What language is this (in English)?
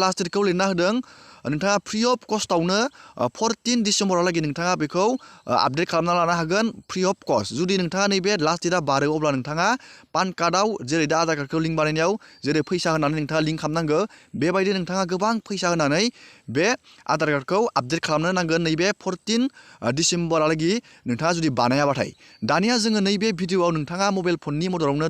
Bodo